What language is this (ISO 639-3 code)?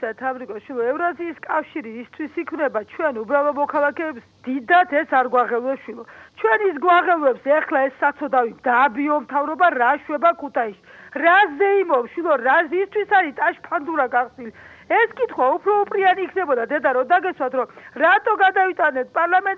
kat